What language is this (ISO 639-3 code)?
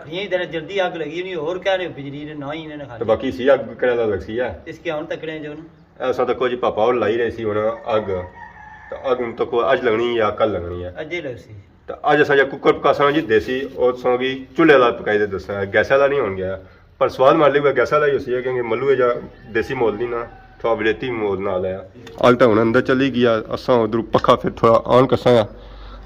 phr